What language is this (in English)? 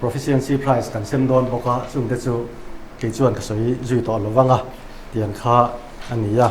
Mizo